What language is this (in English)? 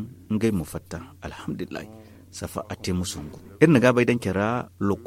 Zarma